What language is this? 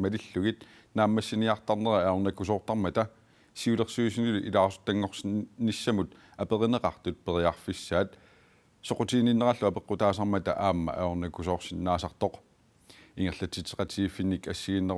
Kalaallisut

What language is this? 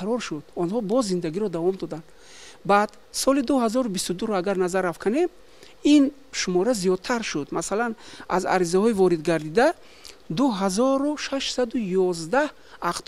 Tajik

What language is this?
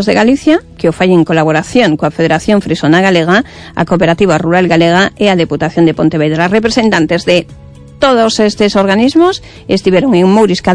Galician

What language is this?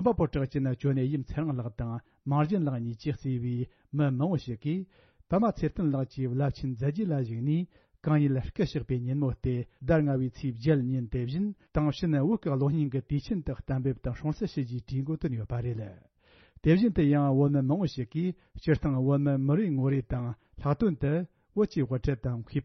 Tibetan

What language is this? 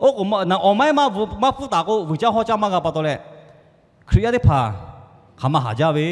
Lahu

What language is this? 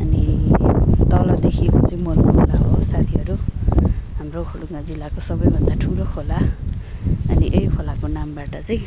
Nepali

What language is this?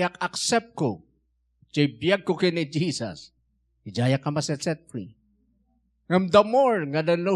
Iloko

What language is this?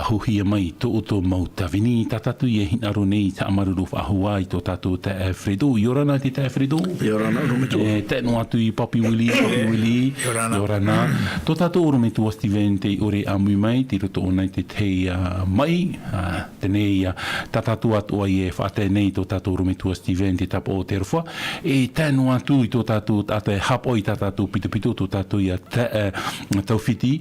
Tahitian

